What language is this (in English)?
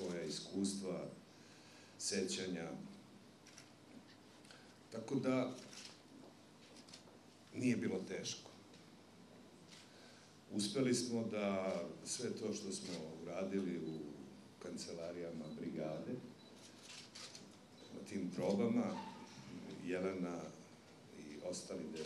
Serbian